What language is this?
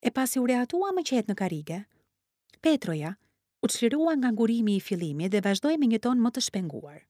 Albanian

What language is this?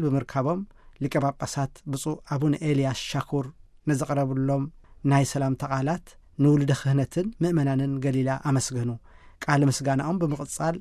Tigrinya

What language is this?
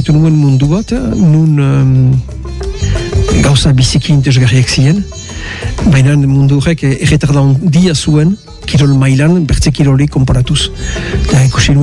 Basque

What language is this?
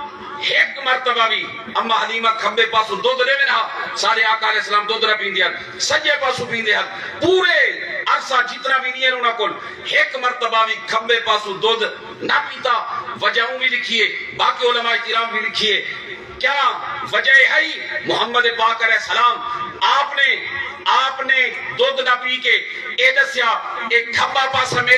Saraiki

